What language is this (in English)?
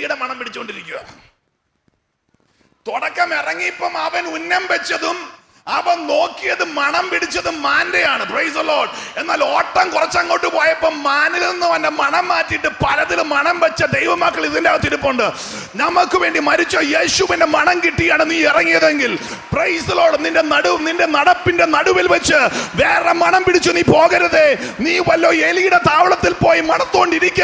Malayalam